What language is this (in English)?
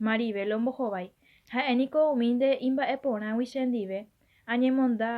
Guarani